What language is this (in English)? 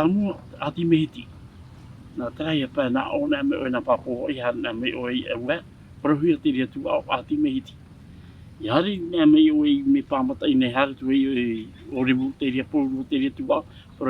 Tahitian